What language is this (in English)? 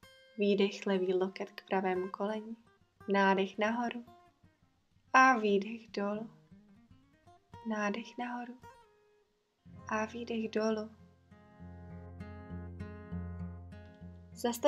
Czech